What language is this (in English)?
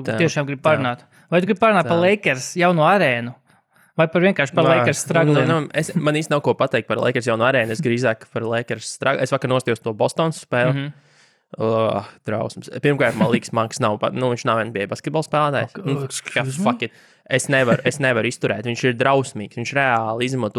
Latvian